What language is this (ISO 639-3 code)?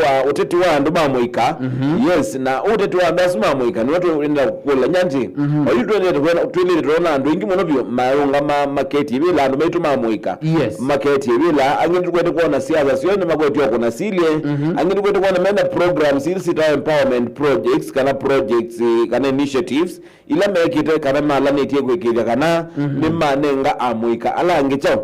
kam